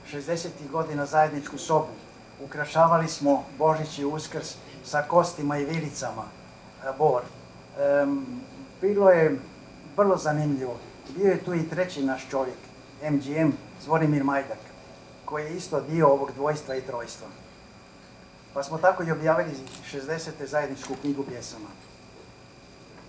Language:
Croatian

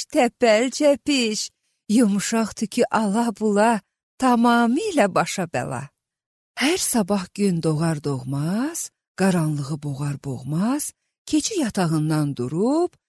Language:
Azerbaijani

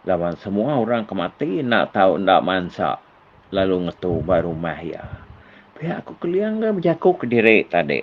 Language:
Iban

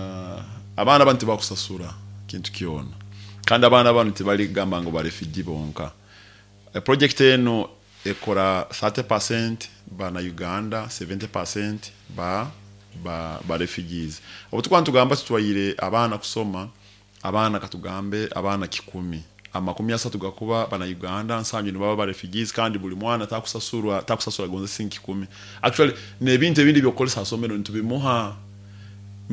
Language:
Nyoro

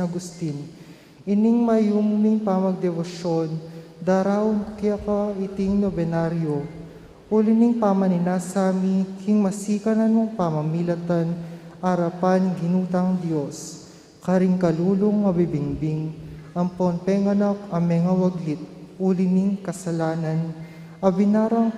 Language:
Pampanga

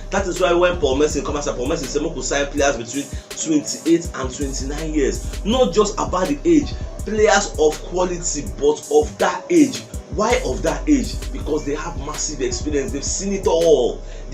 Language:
Nigerian Pidgin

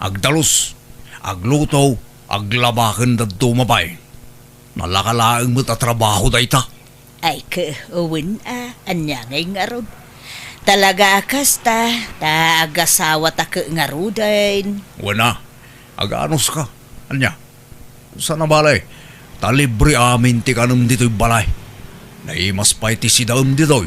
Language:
Iloko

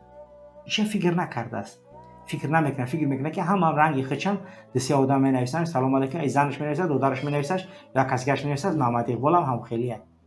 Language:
Persian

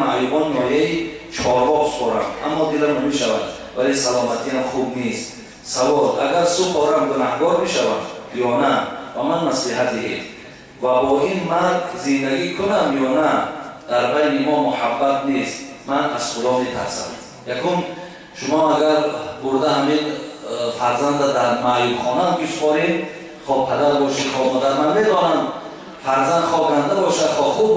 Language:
Tajik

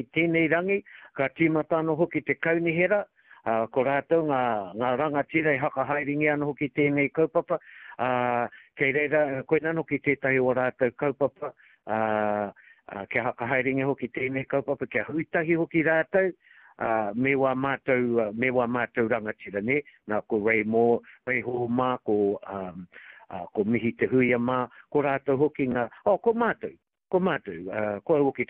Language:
Māori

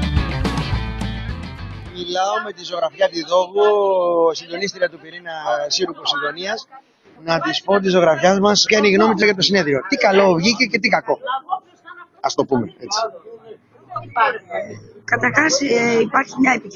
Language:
Greek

